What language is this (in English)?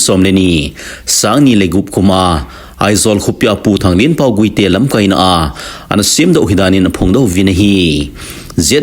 Thado Chin